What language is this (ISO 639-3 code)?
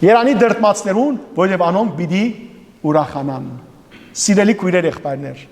hyw